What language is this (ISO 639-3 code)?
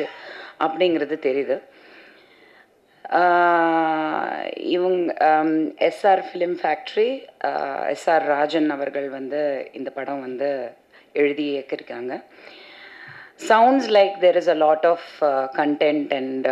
tam